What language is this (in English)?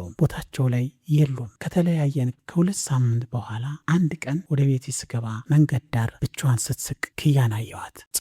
Amharic